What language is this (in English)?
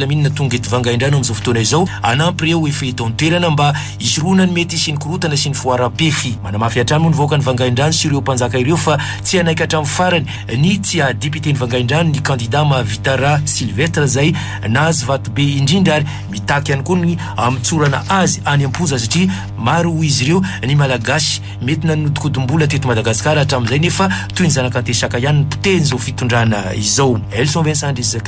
Malagasy